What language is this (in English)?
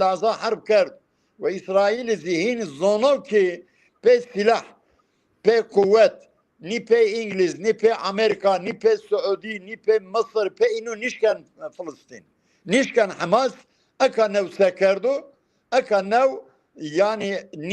Zaza